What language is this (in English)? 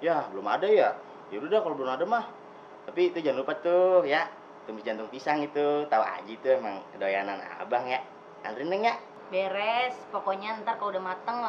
Betawi